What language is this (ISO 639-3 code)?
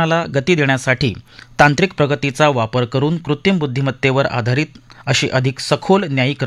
mar